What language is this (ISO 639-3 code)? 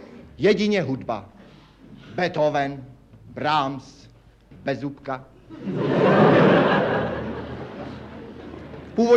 ces